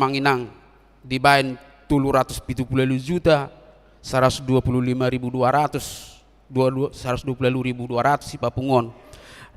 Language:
Batak Toba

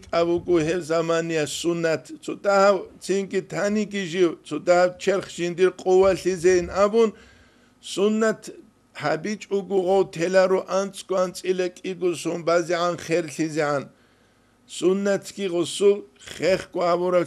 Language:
Avaric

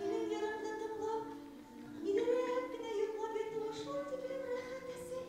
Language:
Bashkir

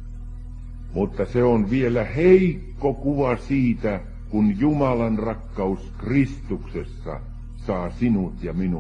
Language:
Finnish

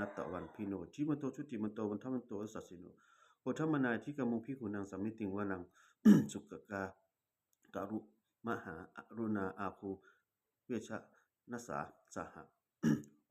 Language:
Pali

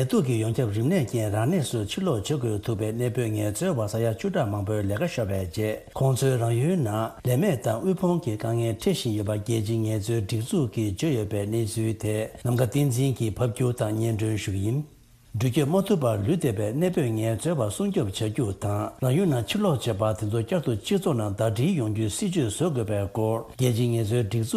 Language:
Tibetan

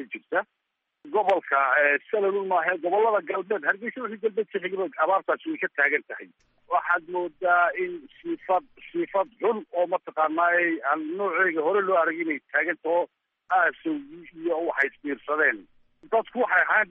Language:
Somali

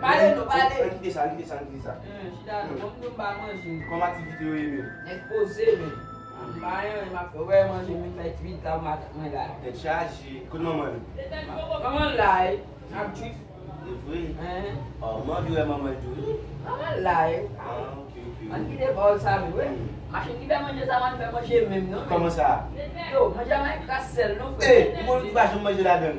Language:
Haitian Creole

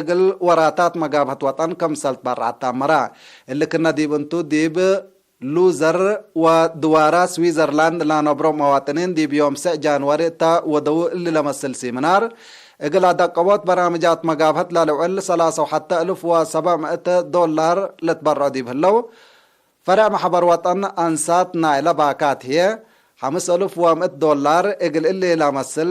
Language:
Tigre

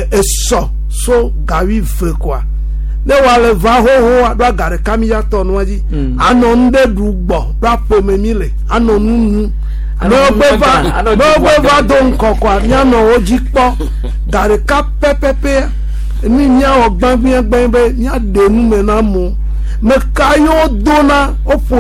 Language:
Gen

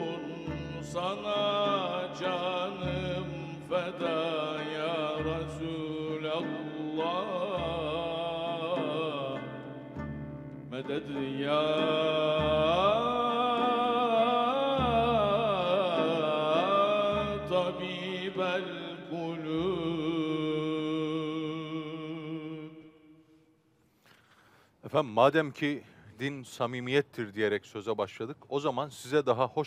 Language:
Turkish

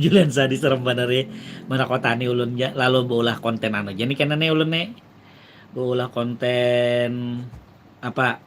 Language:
Banjar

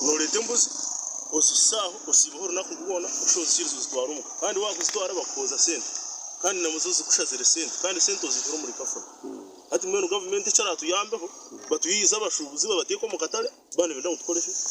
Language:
Nyankole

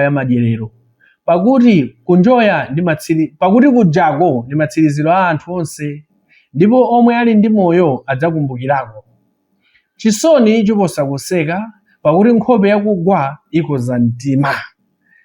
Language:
Nyanja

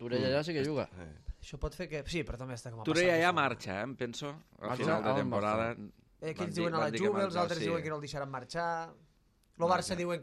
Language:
Catalan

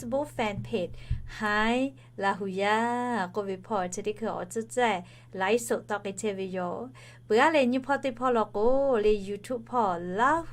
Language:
Lahu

